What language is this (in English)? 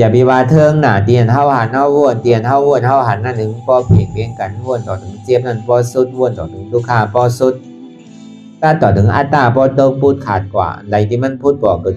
Shan